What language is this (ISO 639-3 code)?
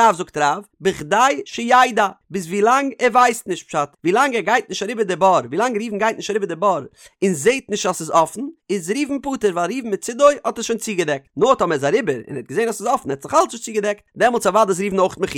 yid